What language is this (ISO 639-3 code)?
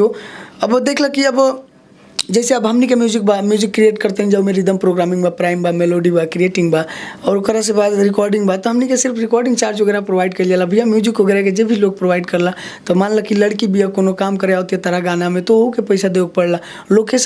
bho